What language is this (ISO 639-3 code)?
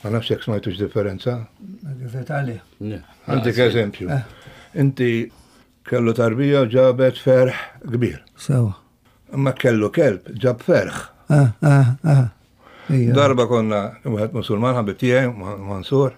mlt